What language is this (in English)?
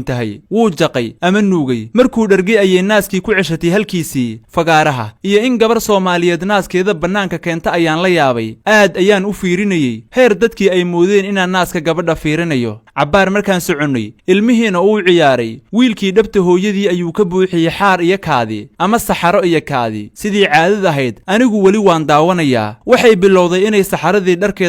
Somali